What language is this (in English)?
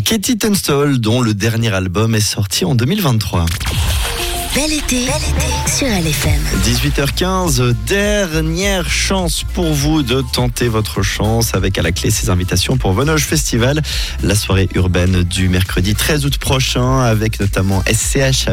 French